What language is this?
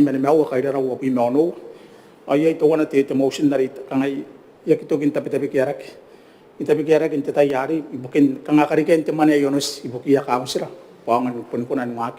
Gilbertese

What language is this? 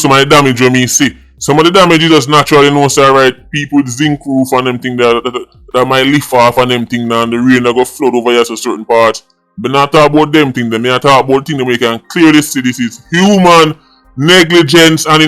Jamaican Creole English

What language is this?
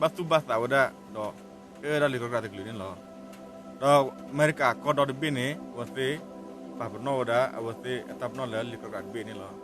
S'gaw Karen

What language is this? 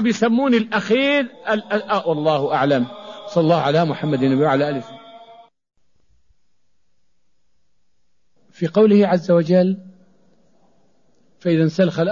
Arabic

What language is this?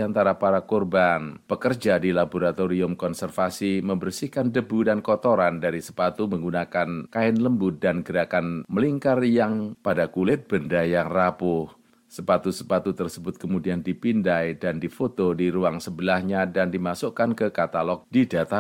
Indonesian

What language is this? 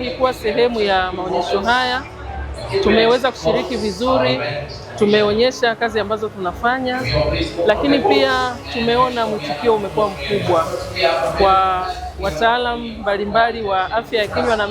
Swahili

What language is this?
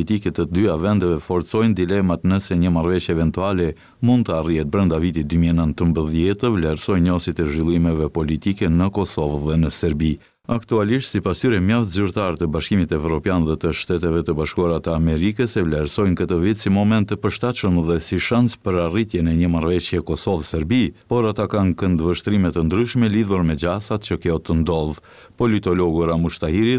Albanian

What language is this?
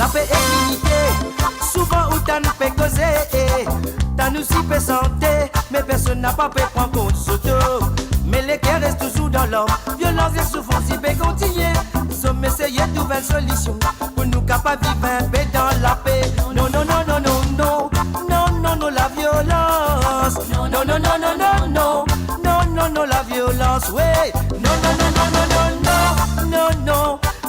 Morisyen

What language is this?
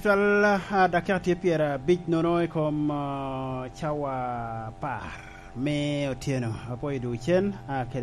Lango (Uganda)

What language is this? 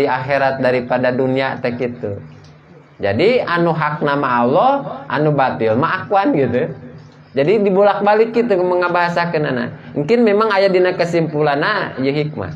Sundanese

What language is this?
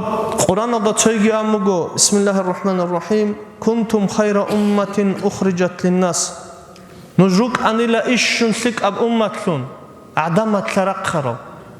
Avaric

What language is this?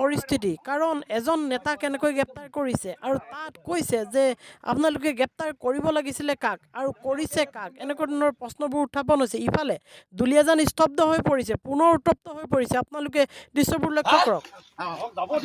Assamese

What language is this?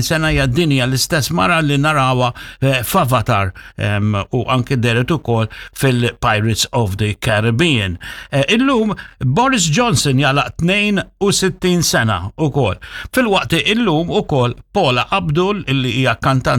Maltese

